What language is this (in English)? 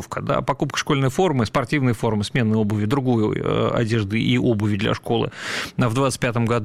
Russian